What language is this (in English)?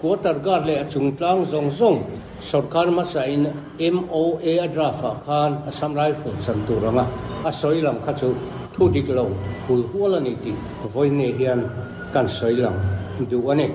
Mizo